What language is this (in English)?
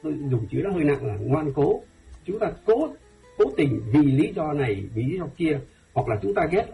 Vietnamese